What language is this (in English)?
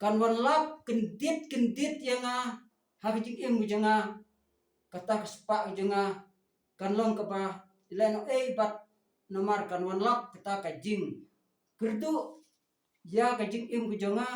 Khasi